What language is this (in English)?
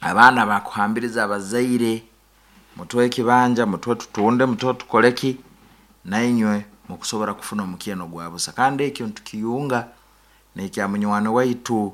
Nyankole